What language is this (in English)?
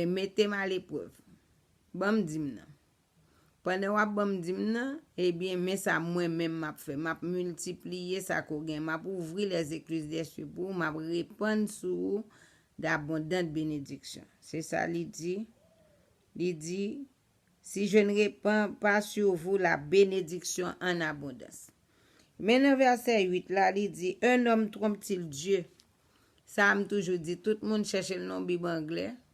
Haitian Creole